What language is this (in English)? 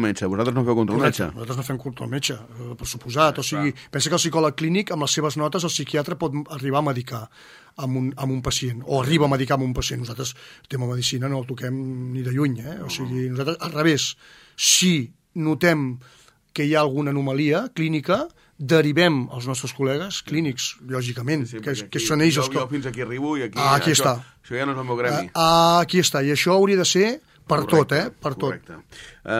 Catalan